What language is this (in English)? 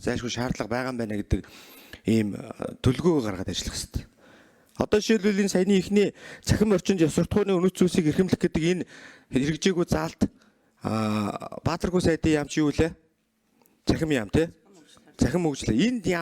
Mongolian